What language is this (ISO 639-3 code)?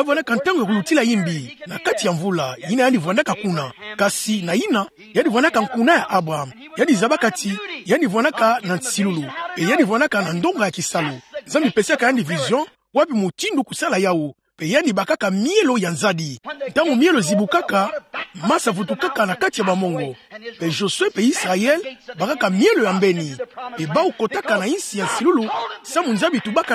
ktu